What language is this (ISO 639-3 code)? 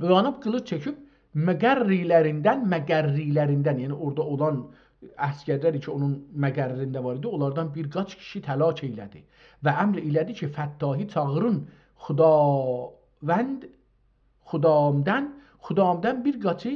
azb